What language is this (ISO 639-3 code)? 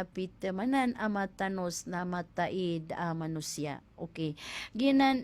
mrw